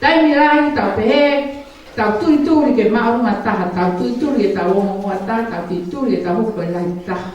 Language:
Tongan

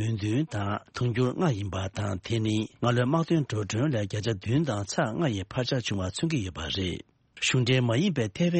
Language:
Tibetan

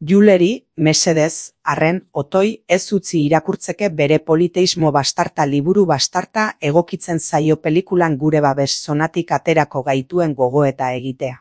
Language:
Basque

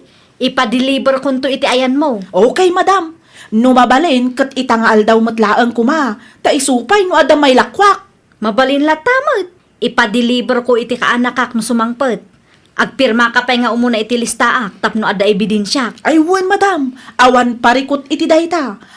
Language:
Iloko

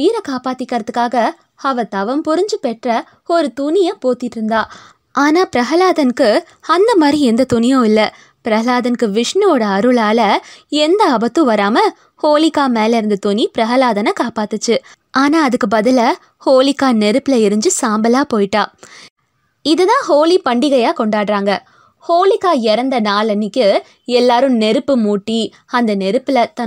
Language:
Tamil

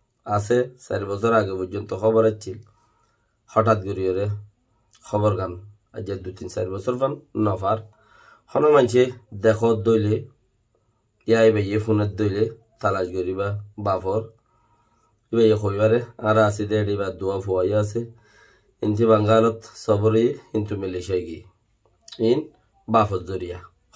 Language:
Rohingya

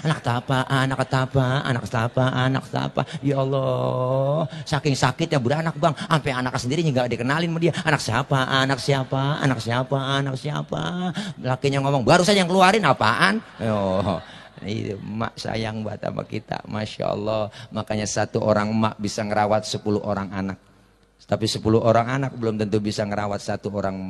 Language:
Betawi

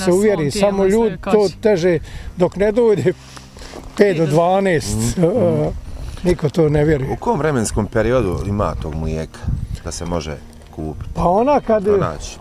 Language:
Bosnian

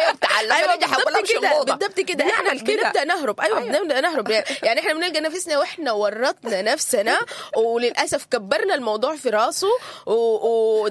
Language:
Sudanese Arabic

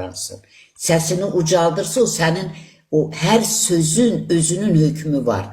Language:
Azerbaijani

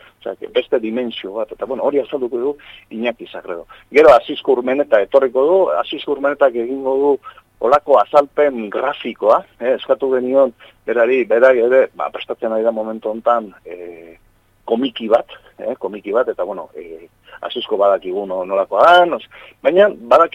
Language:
Basque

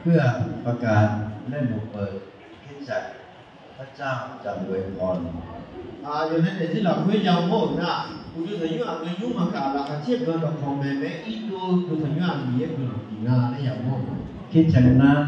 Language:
Akha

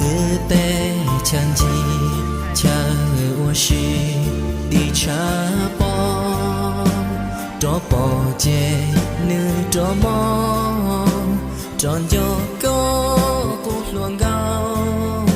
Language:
Hmong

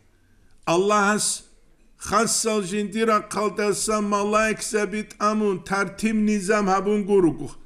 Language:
Avaric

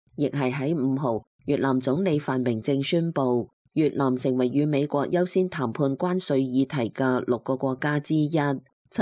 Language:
Cantonese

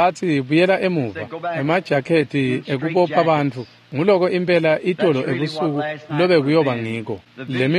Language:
Swati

